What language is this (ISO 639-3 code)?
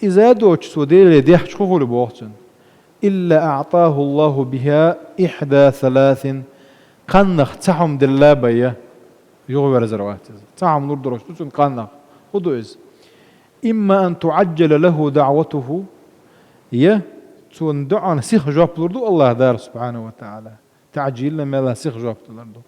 che